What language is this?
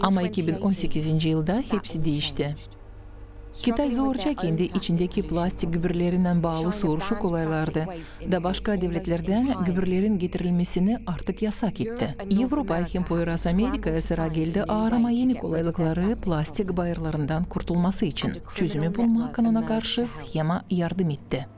Gagauz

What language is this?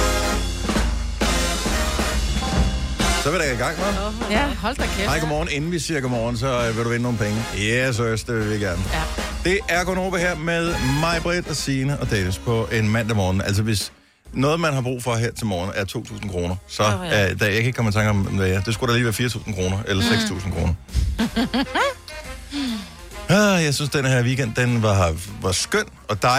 Danish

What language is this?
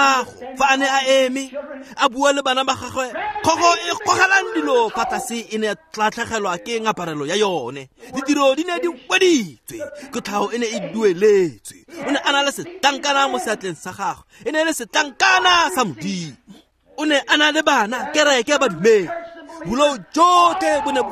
Tswana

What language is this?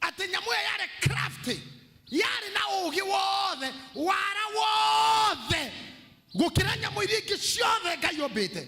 Kikuyu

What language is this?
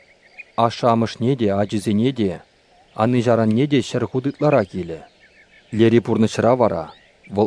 Chuvash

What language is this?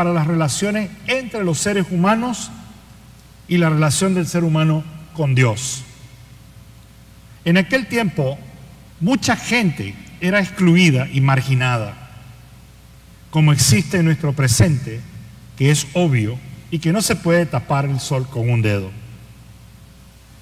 Spanish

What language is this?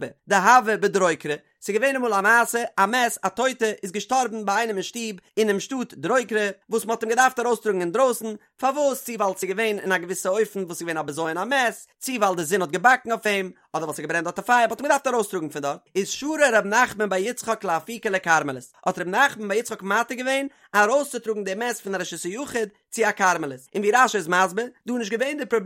Yiddish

